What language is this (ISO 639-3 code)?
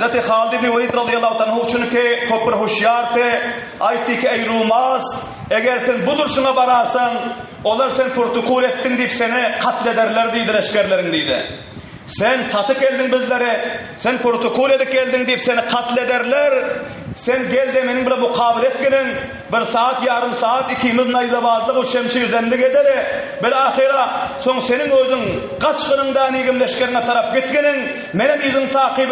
tuk